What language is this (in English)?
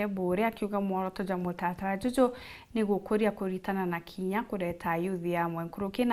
Meru